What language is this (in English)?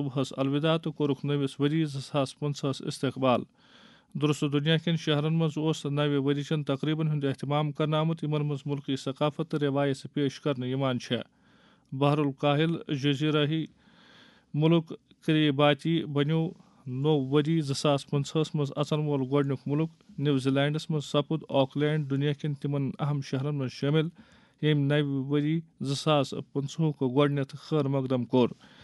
Kashmiri